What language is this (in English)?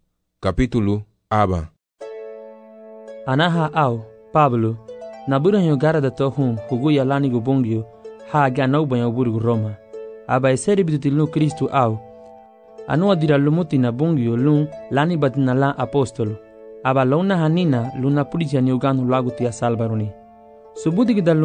Garifuna